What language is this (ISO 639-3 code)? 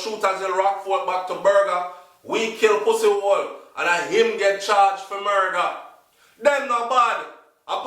jam